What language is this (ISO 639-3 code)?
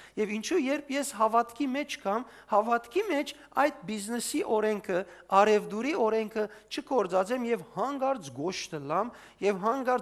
hyw